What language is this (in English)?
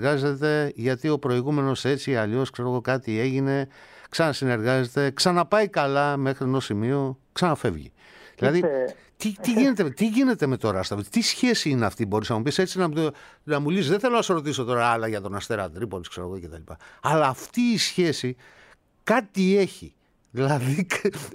Greek